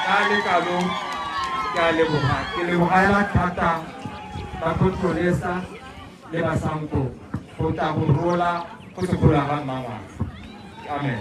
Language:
Tswana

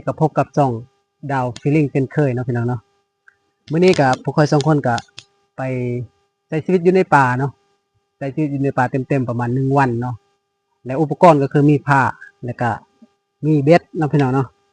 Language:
Lao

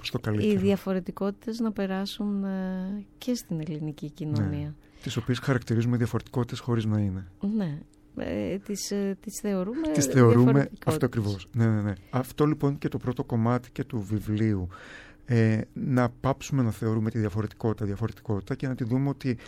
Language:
Greek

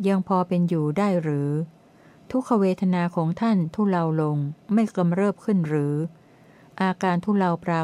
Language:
Thai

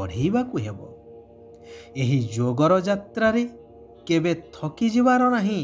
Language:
Odia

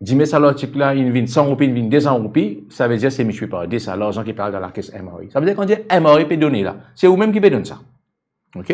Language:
Morisyen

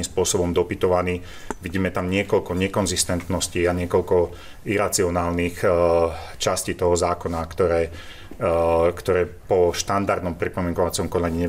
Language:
Slovak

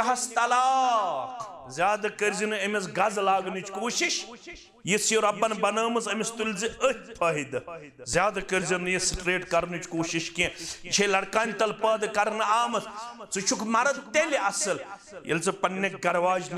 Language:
Kashmiri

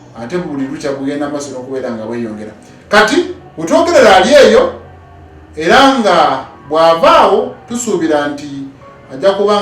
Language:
Ganda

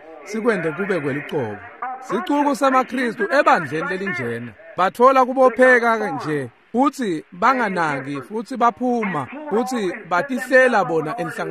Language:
Swati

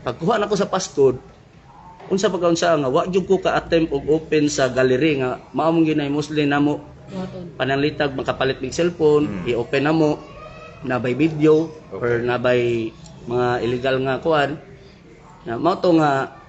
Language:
Cebuano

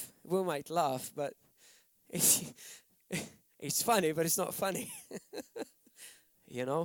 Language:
English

